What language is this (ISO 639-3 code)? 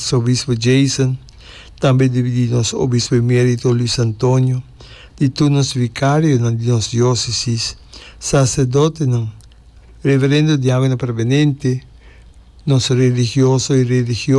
pap